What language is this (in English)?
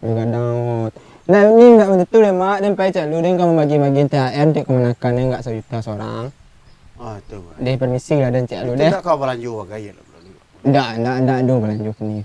Minangkabau